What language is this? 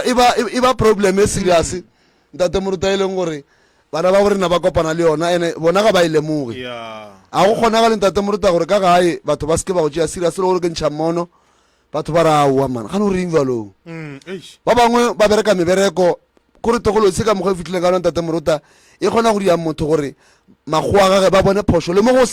Northern Sotho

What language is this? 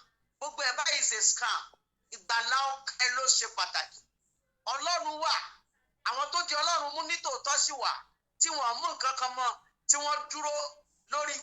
Yoruba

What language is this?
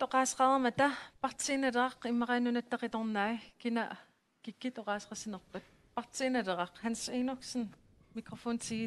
Kalaallisut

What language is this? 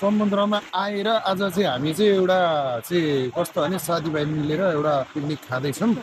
Nepali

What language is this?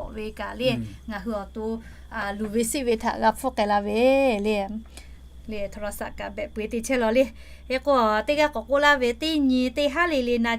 Lahu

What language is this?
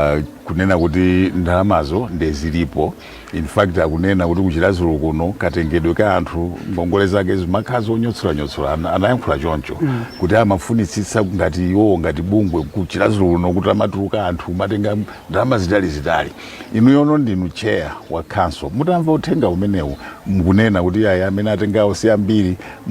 Nyanja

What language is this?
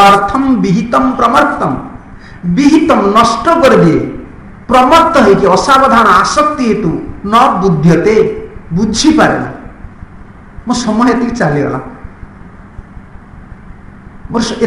Odia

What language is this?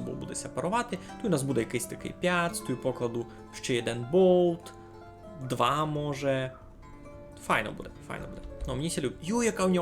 Rusyn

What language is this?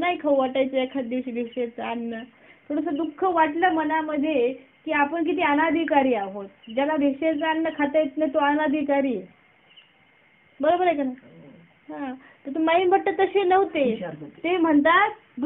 Marathi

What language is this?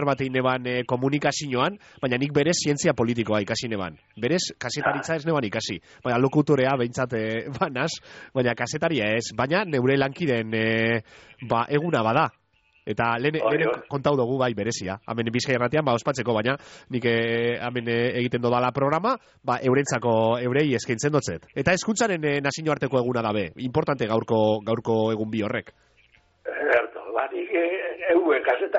Basque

